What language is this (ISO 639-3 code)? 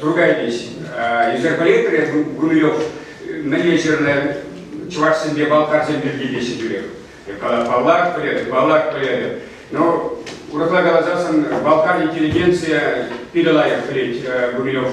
chv